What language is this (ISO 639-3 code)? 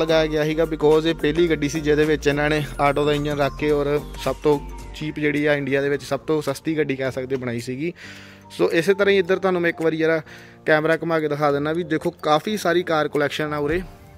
pan